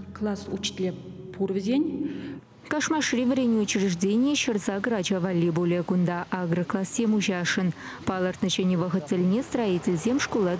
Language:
Chuvash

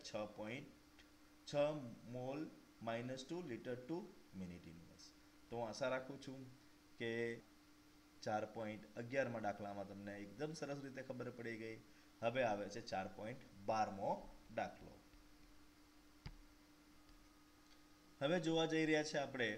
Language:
Gujarati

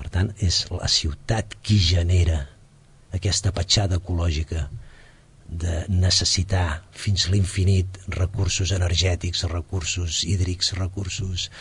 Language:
Catalan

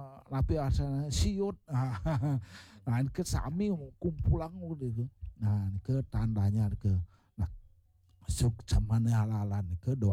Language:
Balinese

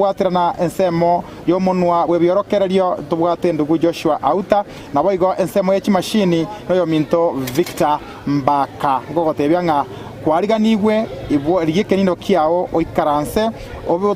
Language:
Gusii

